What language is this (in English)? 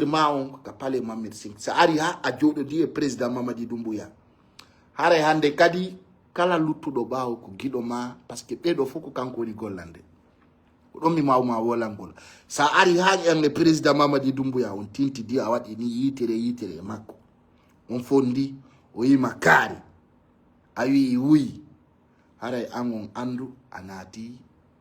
Fula